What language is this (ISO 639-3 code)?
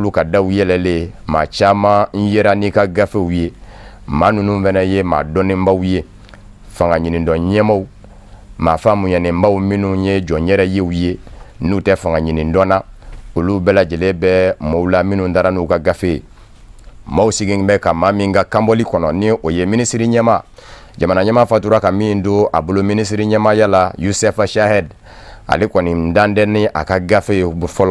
bam